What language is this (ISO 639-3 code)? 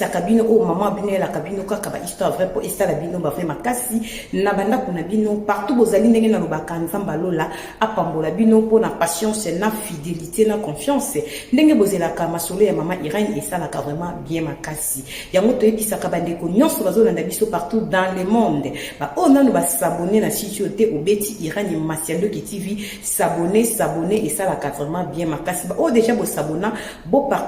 lin